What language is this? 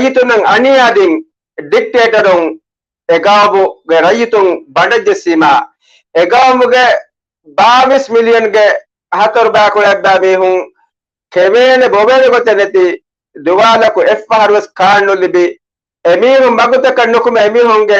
Divehi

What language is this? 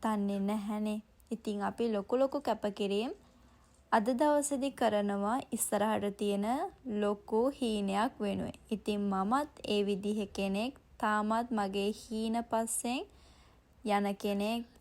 Sinhala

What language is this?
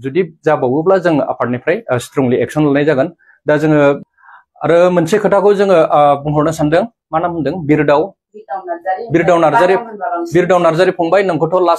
Bodo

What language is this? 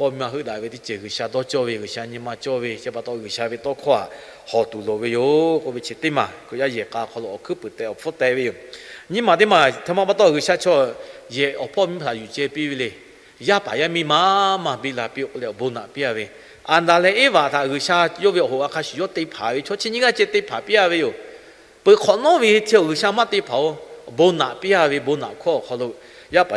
Lahu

